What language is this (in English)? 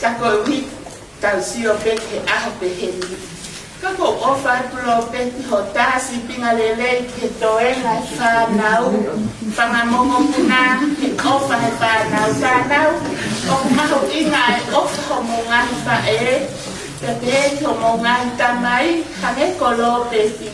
Tongan